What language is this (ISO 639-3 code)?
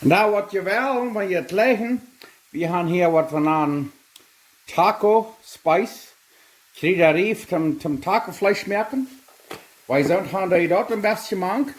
pdt